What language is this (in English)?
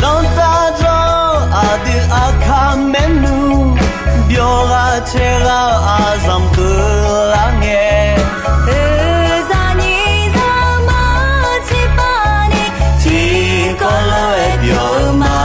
Akha